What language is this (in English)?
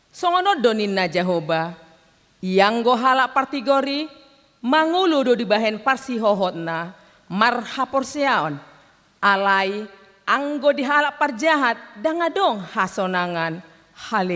Batak Toba